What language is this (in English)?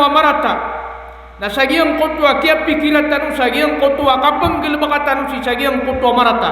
Maranao